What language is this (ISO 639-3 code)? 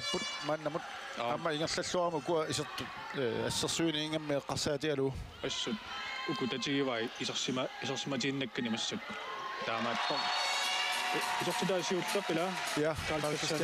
kal